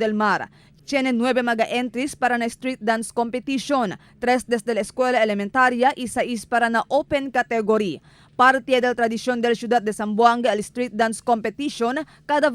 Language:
Chavacano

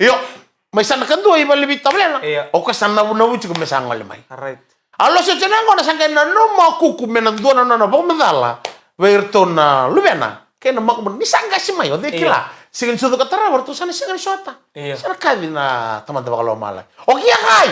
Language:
Fijian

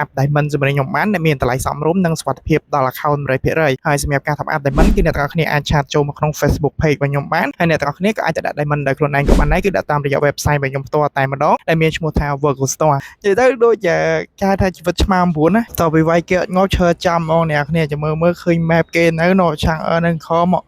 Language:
Khmer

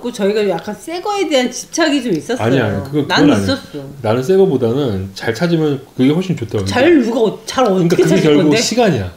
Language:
Korean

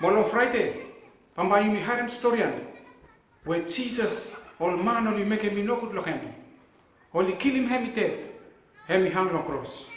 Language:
Bislama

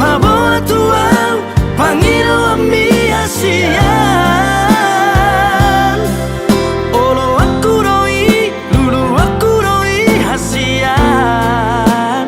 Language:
Batak Toba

